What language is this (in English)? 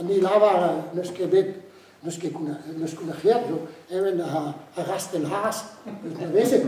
Breton